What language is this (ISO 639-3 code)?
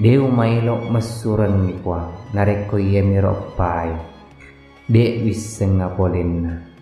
bug